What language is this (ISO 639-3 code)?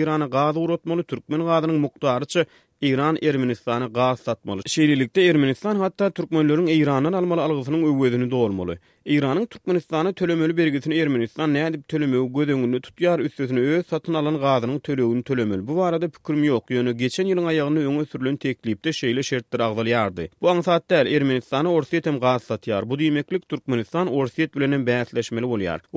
tuk